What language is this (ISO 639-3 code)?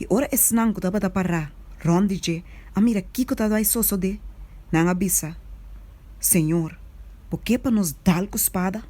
pap